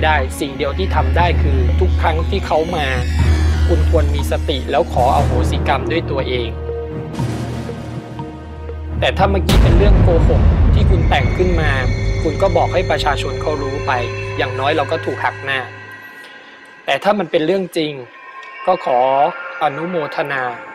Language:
Thai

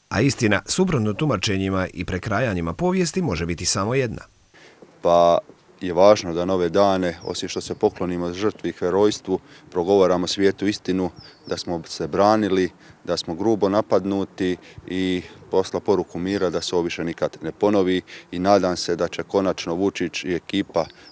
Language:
Croatian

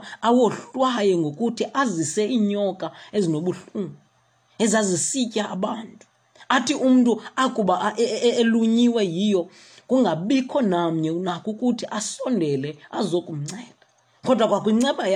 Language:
Xhosa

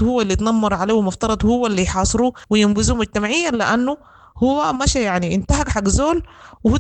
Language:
Sudanese Arabic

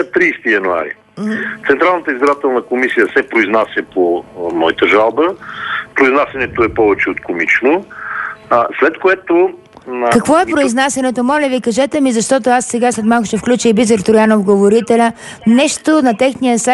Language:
Bulgarian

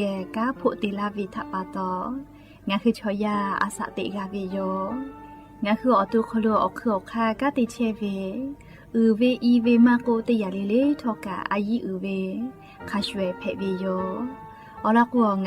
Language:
Lahu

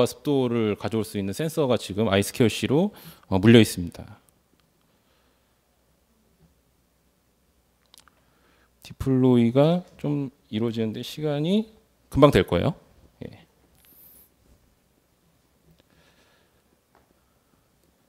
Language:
Korean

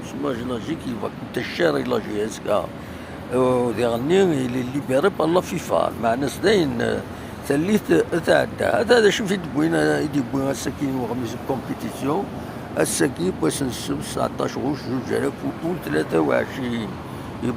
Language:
Kabyle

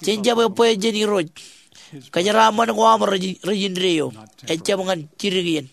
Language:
Marshallese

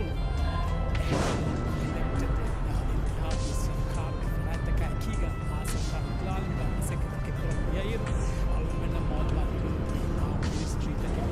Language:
Divehi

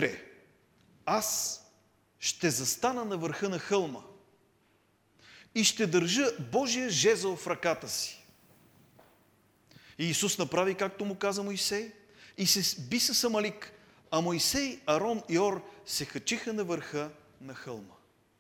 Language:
Bulgarian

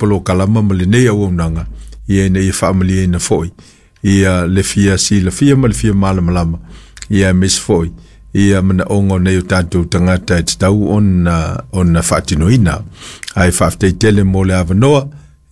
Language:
Samoan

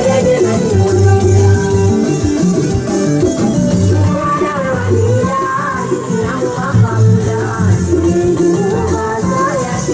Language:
Swahili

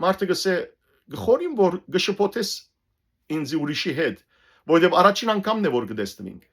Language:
Western Armenian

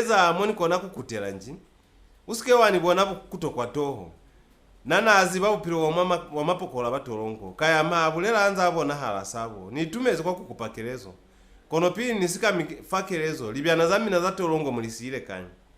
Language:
Lozi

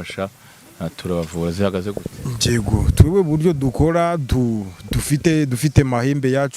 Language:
Kinyarwanda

